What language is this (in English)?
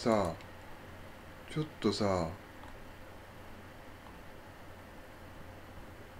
Japanese